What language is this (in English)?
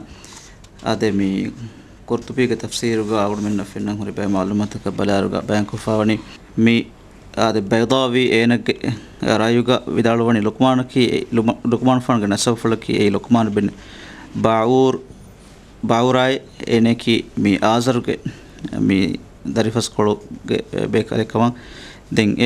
Divehi